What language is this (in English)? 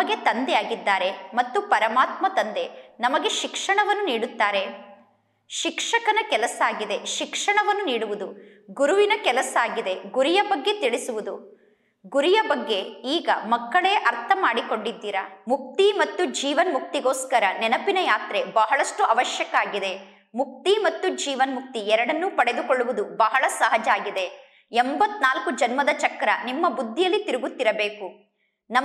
Kannada